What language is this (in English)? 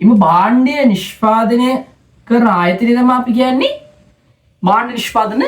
Sinhala